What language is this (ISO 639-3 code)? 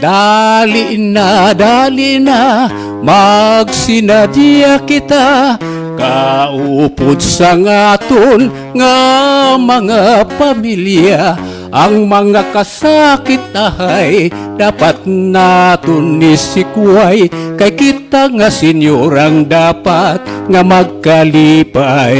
hil